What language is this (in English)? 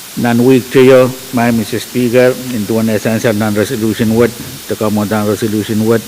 Pohnpeian